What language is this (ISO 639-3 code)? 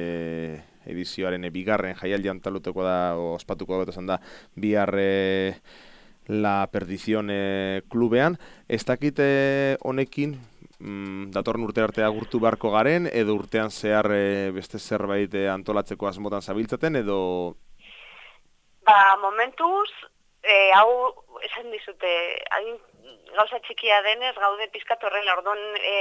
eus